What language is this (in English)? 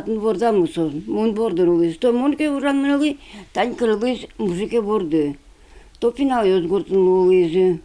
Udmurt